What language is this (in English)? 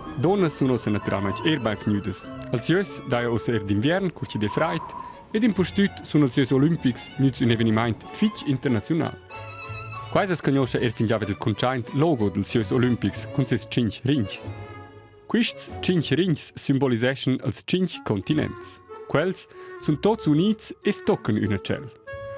Romansh